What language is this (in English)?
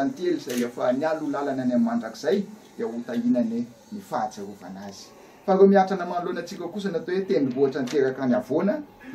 Malagasy